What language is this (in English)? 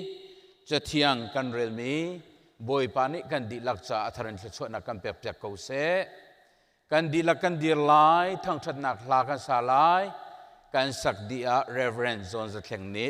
Hakha Chin